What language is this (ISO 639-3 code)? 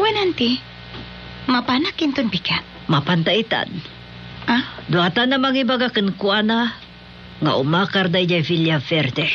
ilo